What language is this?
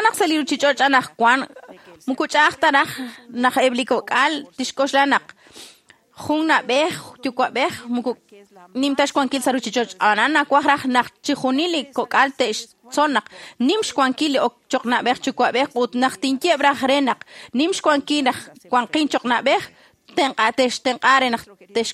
Kekchí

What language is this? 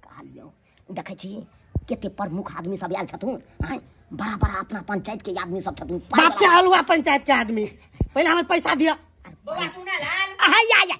Maithili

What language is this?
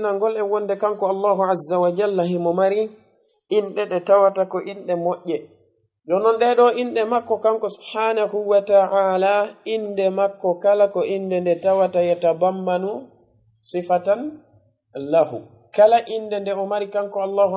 Fula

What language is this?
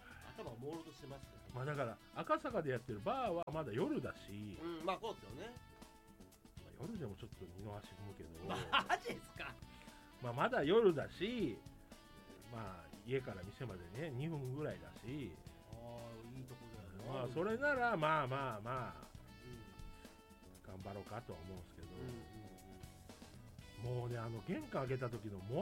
Japanese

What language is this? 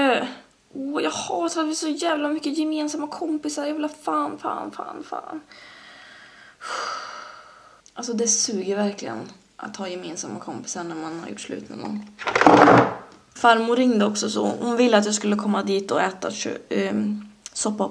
Swedish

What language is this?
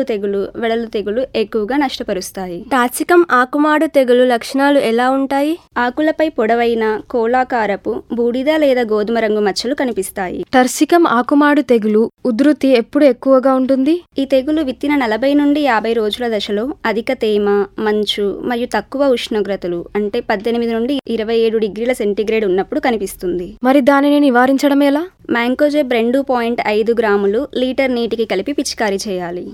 Telugu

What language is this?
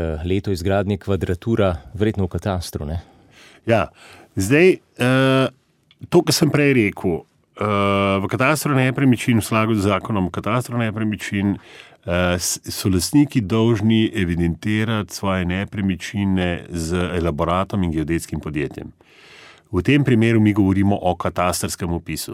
Slovenian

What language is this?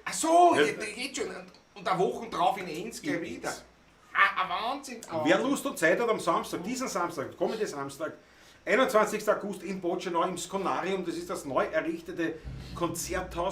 Bavarian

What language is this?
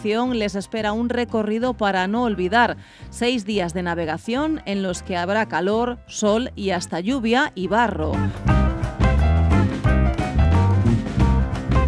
Spanish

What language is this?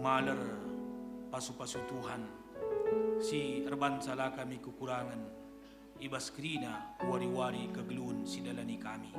Batak Karo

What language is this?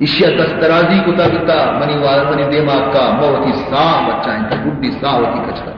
Baluchi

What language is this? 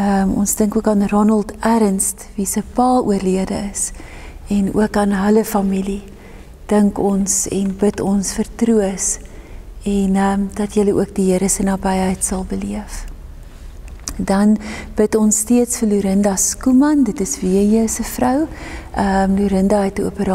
Afrikaans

